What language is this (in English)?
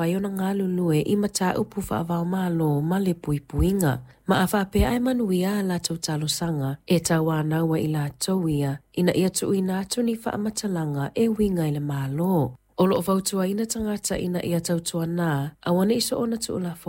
Samoan